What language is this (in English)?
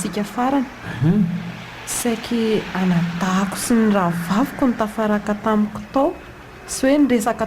Malagasy